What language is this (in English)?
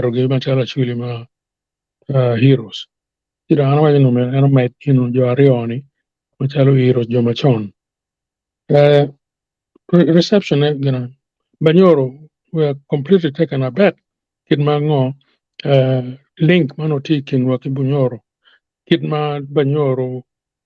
Acoli